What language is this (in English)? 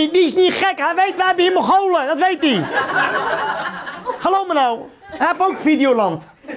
Dutch